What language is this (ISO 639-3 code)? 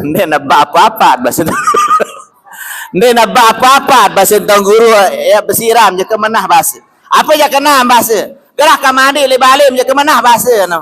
sas